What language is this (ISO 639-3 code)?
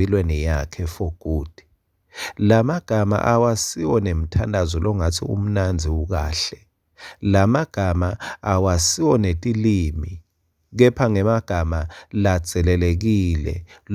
ssw